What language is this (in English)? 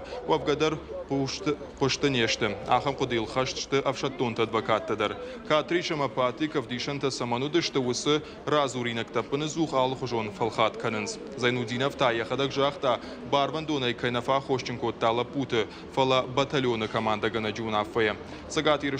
Ossetic